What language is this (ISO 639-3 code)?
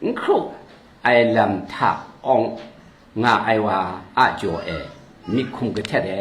kac